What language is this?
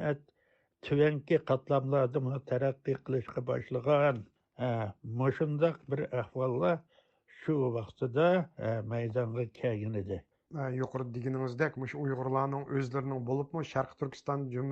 Uyghur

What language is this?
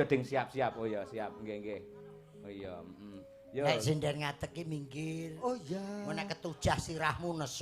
Javanese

